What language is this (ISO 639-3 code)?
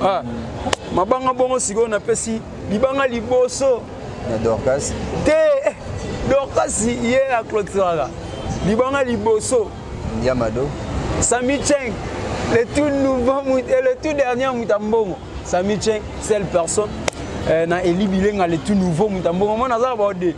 lin